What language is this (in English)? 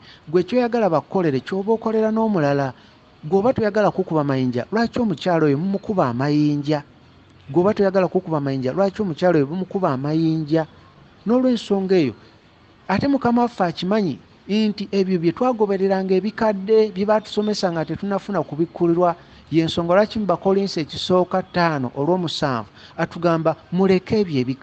Ganda